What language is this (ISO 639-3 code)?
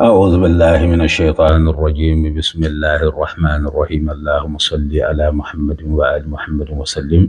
bam